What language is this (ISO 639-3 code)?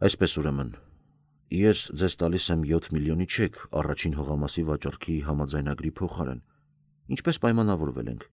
hye